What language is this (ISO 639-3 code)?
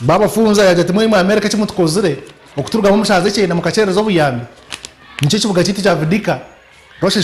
nyn